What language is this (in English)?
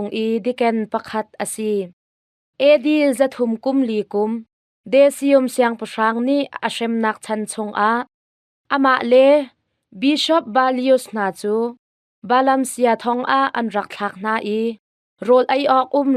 Hakha Chin